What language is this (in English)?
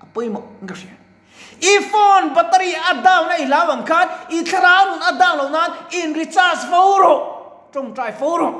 Mizo